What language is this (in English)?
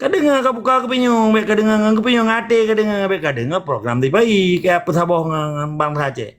Achinese